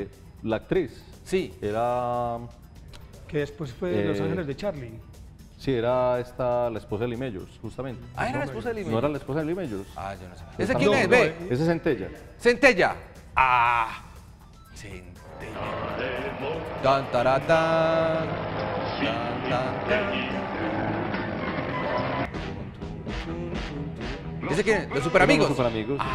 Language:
Spanish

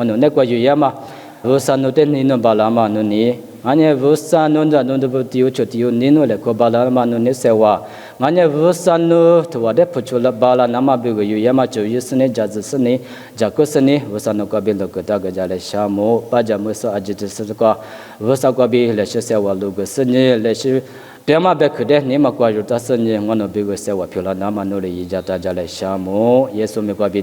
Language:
Lisu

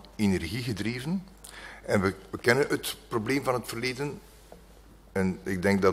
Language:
Dutch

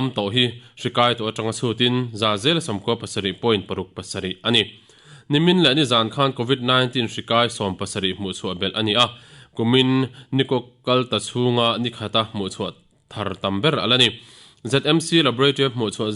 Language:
Mizo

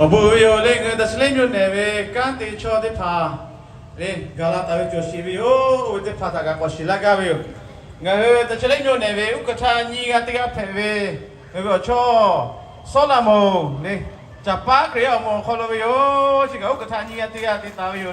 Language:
Lahu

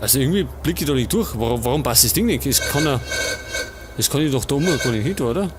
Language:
Bavarian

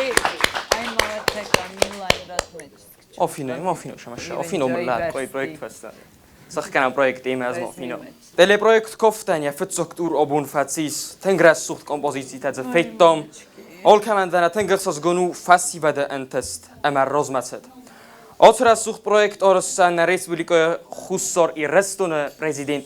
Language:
Ossetic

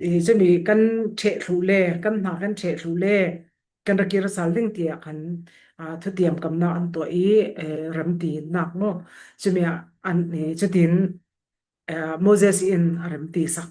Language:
Falam Chin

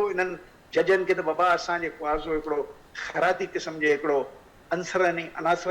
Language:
Sindhi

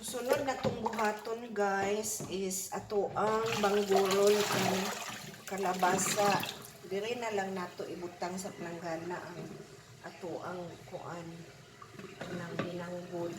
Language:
Cebuano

